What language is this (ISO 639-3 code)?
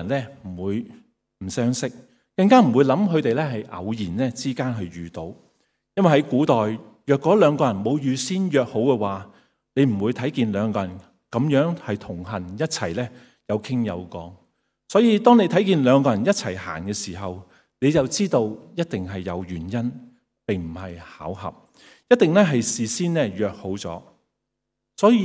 yue